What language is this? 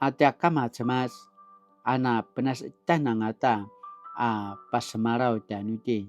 Paiwan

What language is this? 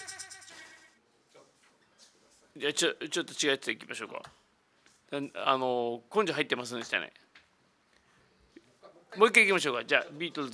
Japanese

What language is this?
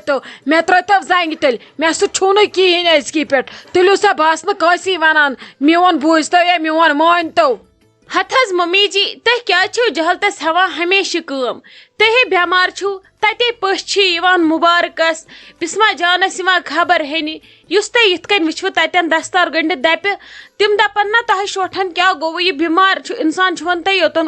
Kashmiri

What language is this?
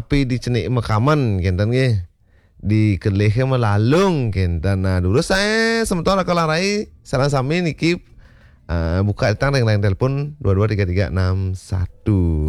Balinese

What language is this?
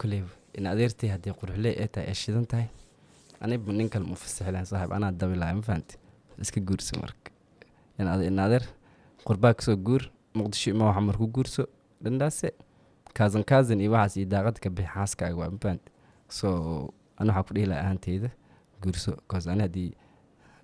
Somali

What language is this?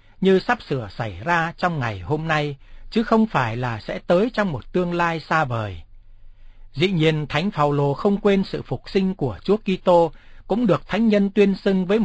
Vietnamese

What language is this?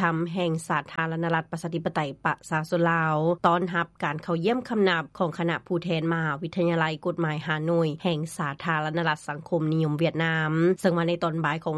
Lao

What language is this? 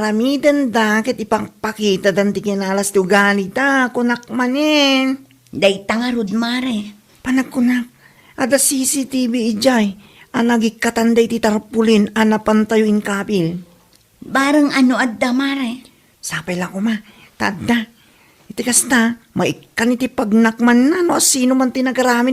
Iloko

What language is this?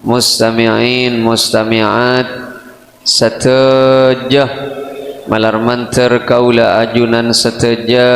Madurese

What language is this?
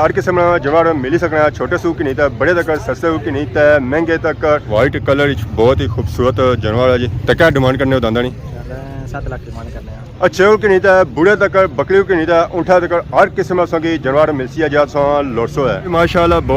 Pahari-Potwari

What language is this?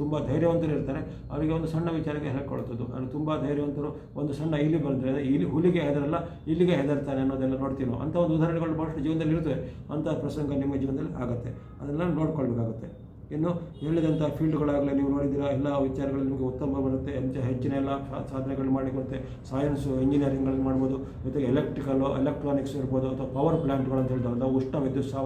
Kannada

